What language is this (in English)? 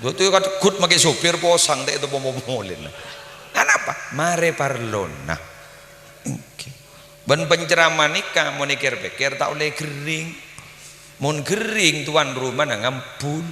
Madurese